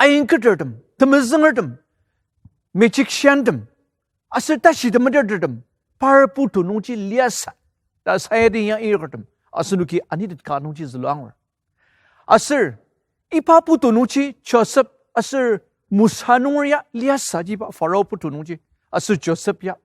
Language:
Ao Naga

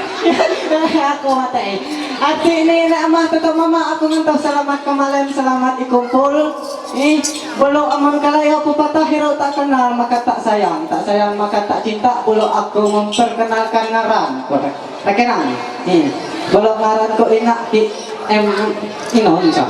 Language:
Ma'anyan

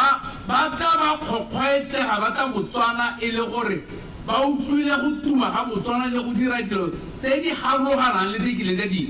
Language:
Tswana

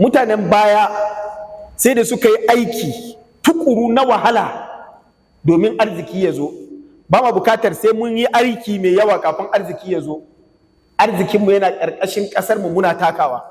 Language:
Hausa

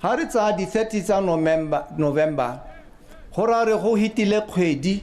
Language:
Tswana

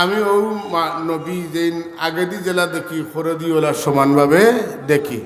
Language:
Sylheti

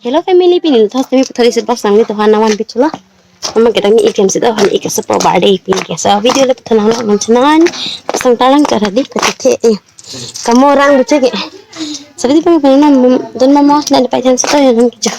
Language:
Karbi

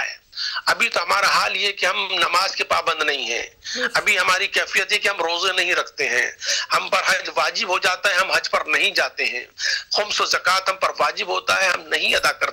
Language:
Urdu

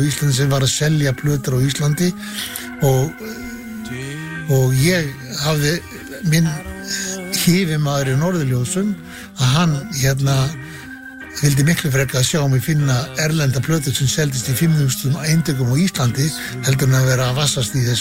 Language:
Icelandic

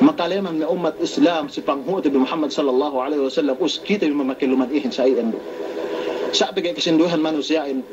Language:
Yakan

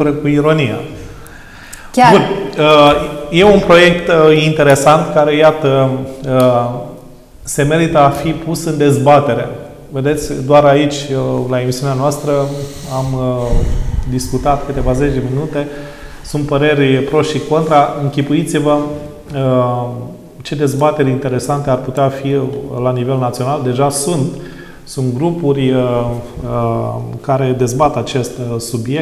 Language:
Romanian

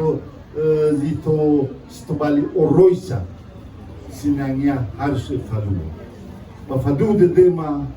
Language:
Nias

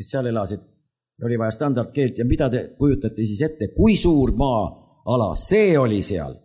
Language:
Estonian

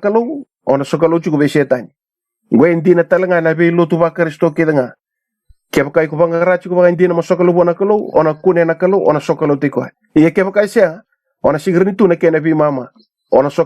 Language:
Fijian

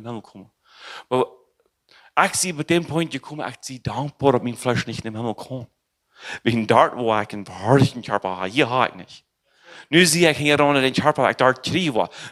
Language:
Plautdietsch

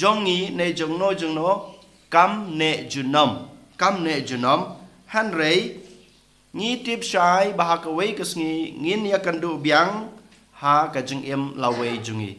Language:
Khasi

